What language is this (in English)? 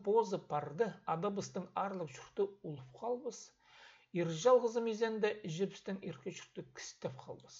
Khakas